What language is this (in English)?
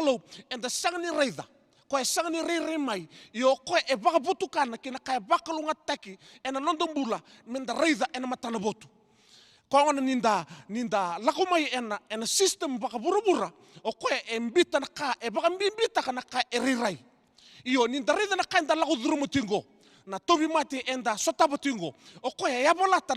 Fijian